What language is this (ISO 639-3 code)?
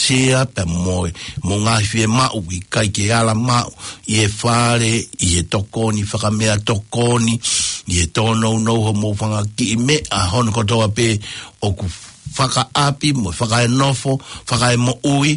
ton